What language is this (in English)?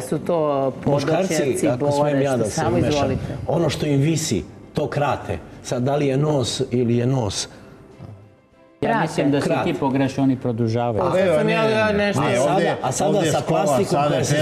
Serbian